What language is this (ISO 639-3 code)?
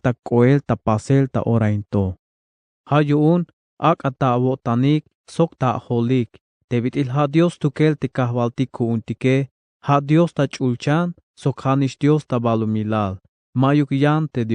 tzh